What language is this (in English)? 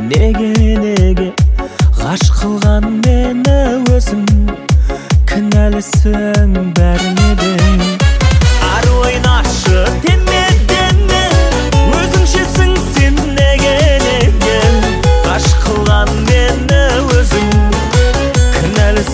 Kazakh